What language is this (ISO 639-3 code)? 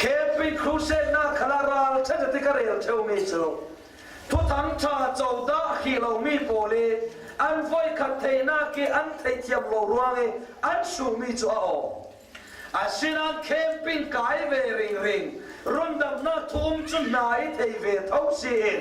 cfm